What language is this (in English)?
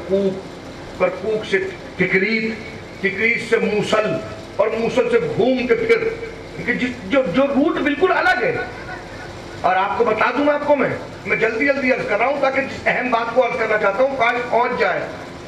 Urdu